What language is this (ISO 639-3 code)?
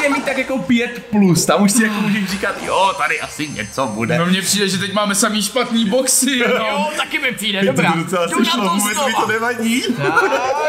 ces